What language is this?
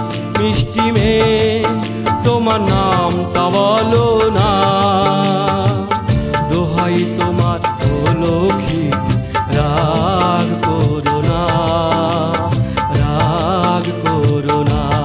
Bangla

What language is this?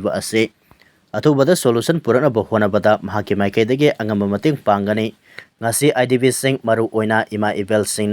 Manipuri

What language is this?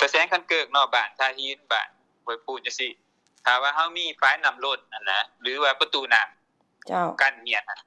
Lao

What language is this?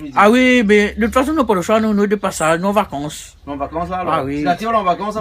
Réunion Creole French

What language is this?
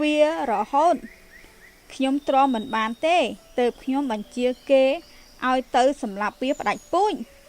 Khmer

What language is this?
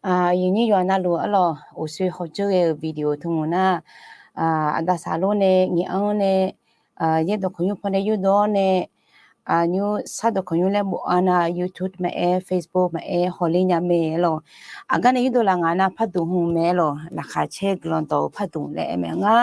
Akha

